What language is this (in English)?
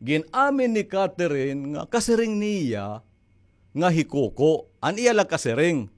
Waray